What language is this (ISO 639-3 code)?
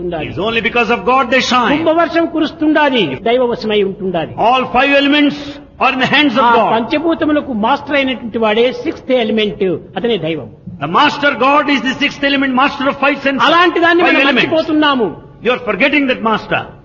tel